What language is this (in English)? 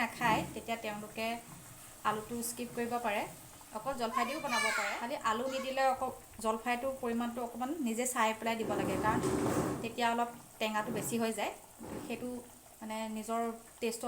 Assamese